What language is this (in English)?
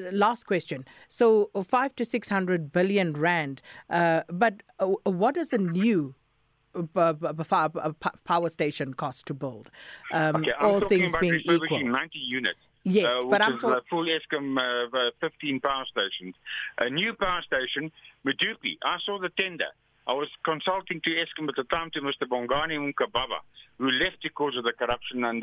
English